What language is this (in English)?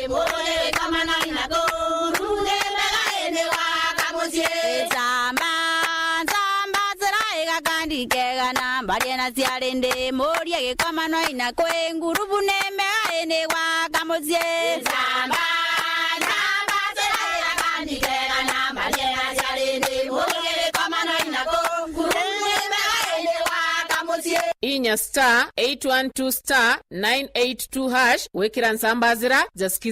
Meru